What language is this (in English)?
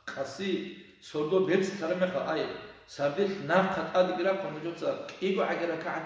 Avaric